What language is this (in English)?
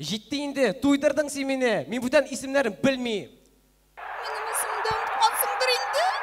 Tatar